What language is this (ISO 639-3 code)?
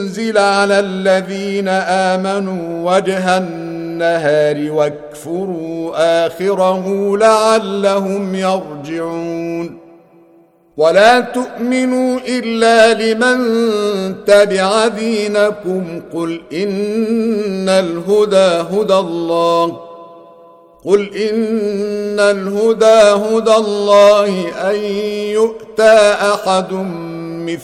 ara